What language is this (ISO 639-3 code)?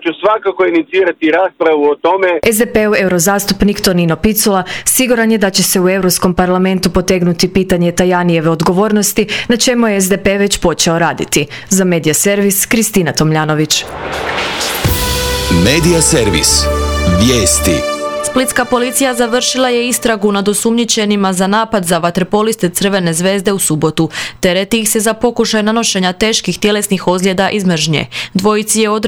hrv